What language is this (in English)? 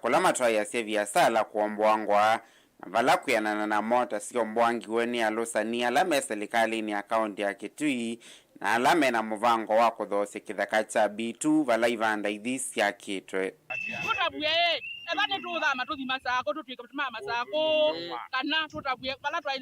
Kamba